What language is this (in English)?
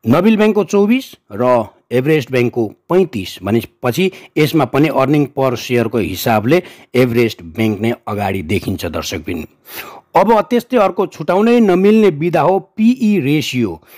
Nepali